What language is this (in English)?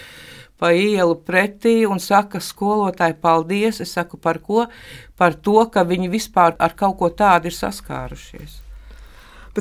Latvian